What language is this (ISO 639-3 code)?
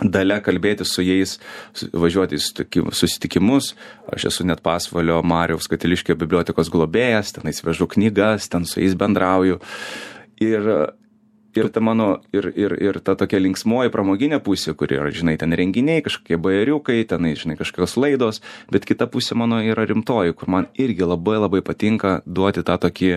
lit